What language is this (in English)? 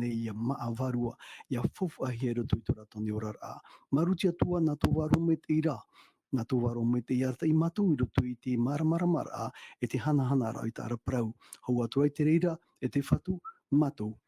Tahitian